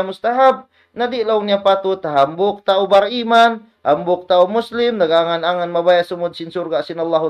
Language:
Tausug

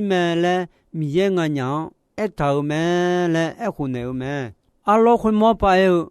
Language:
Akha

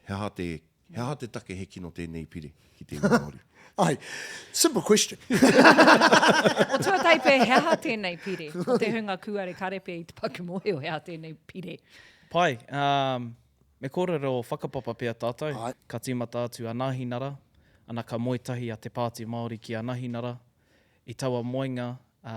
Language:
Māori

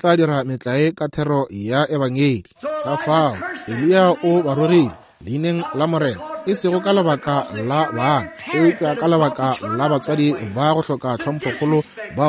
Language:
Northern Sotho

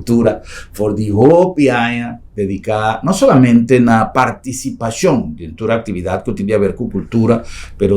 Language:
Papiamento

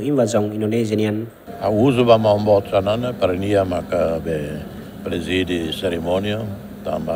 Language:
Tetum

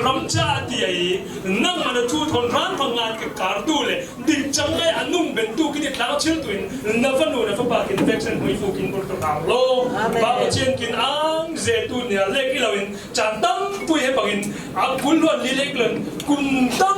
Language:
Falam Chin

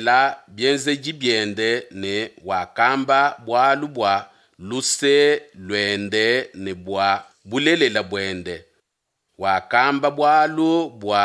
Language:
Luba-Lulua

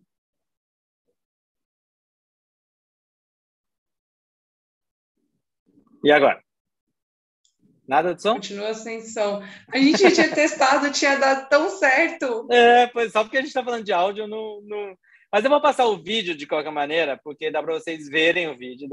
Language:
Portuguese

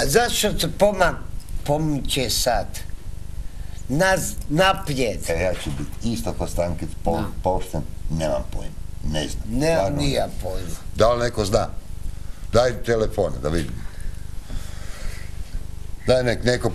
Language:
Croatian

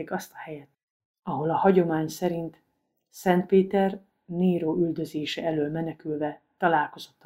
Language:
Hungarian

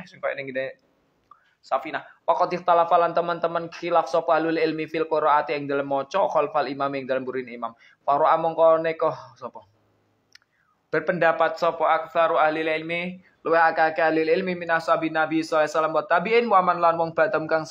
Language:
Javanese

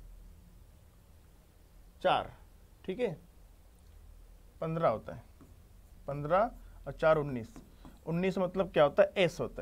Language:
Hindi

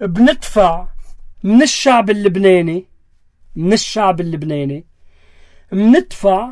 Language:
North Levantine Arabic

